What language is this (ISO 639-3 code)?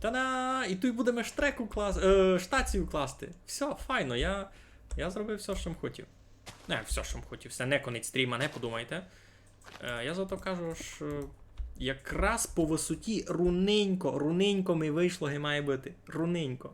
rue